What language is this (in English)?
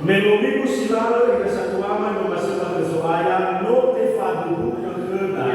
Nias